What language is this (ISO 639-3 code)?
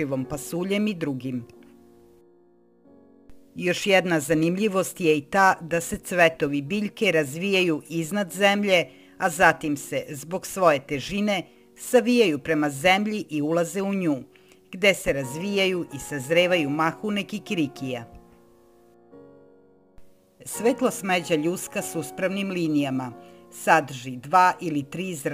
srp